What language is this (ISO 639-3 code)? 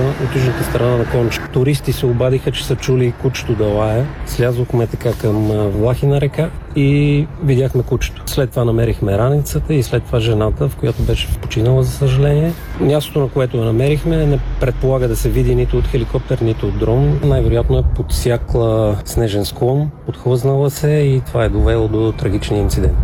bul